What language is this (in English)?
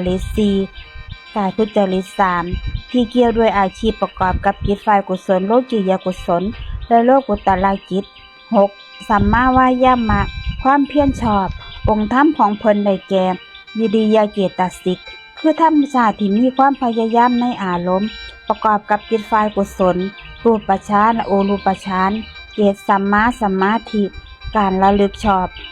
Northeastern Thai